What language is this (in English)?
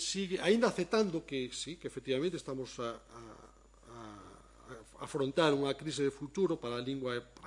Galician